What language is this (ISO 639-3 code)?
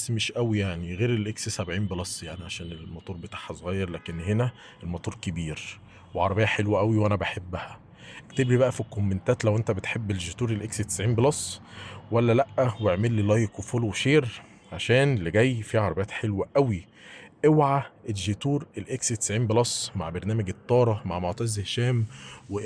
arz